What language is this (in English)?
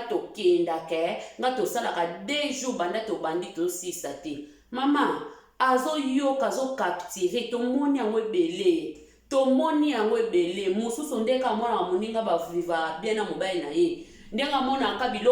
Lingala